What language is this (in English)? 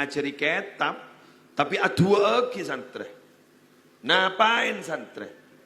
Madurese